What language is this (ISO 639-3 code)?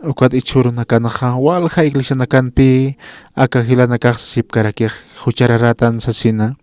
aym